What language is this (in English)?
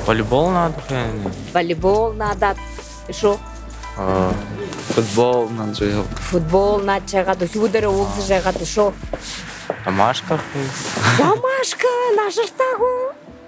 Buriat